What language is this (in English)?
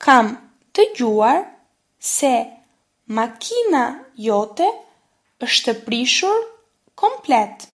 Albanian